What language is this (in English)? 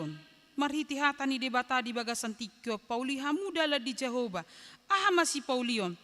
Batak Toba